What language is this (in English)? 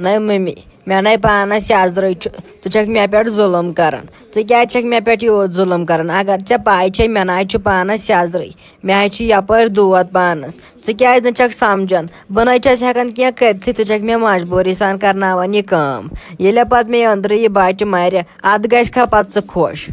Kashmiri